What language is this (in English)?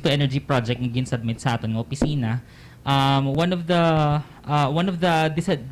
Hiligaynon